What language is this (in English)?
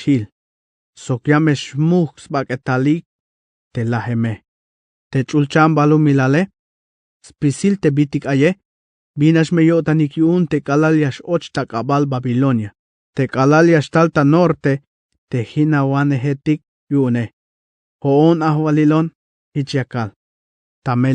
Tzeltal